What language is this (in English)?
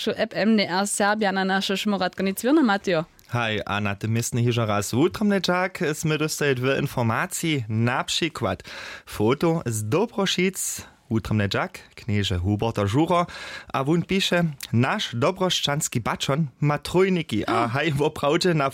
Upper Sorbian